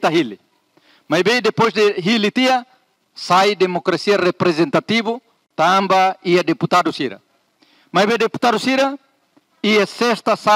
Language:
Tetum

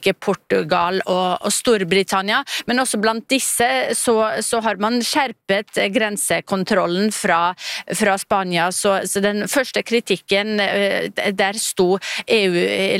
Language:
Norwegian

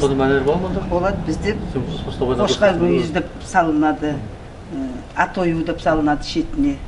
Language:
Nogai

